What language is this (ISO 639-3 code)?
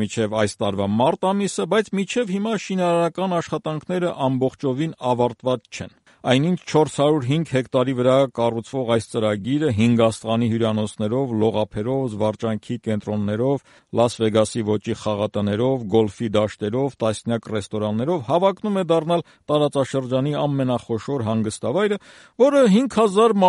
hye